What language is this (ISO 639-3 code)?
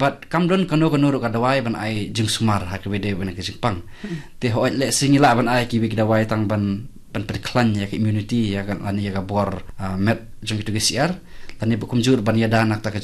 kha